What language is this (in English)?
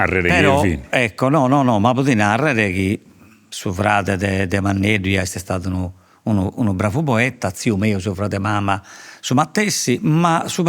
Sardinian